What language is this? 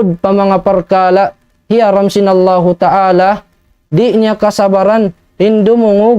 Tausug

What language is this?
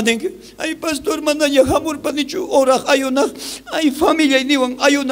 South Bolivian Quechua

